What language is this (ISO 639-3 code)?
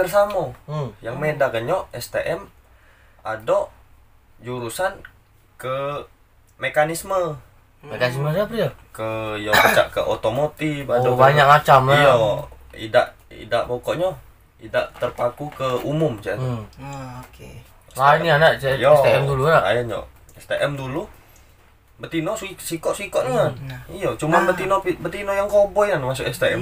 mui